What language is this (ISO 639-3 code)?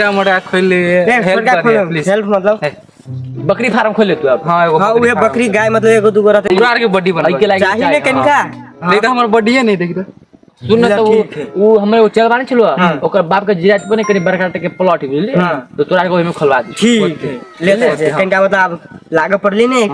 mai